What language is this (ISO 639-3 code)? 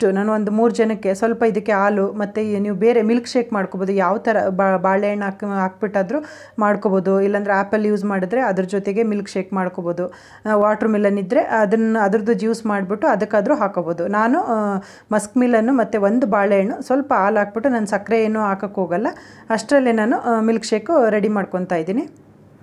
kan